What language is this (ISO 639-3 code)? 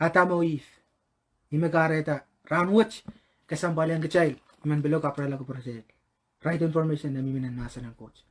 pon